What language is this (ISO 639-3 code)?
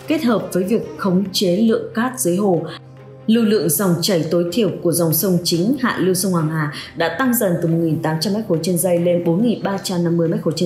vie